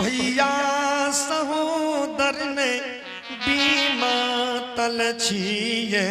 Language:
Angika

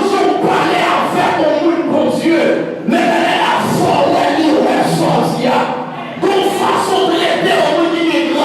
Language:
Haitian Creole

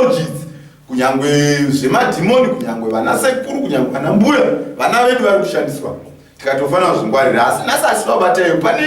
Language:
Shona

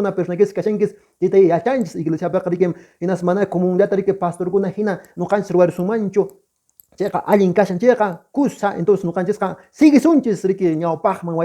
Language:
Quechua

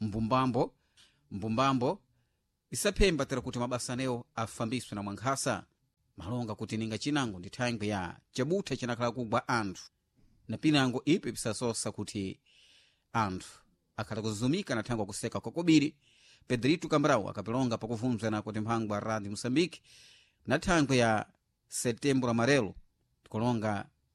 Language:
Sena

